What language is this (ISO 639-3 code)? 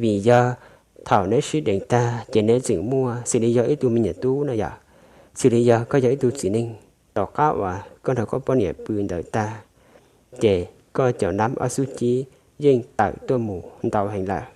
hmn